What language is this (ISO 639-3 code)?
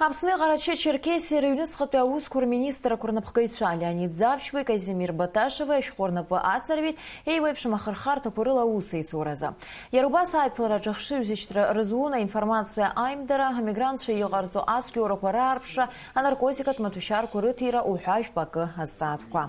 abk